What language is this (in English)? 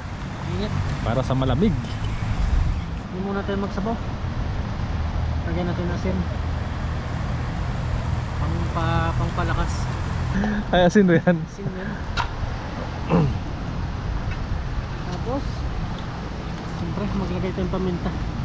Filipino